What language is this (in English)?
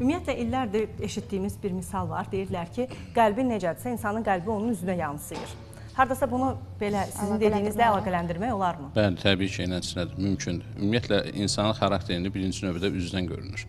Azerbaijani